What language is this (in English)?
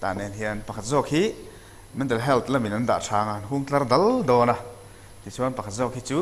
Mizo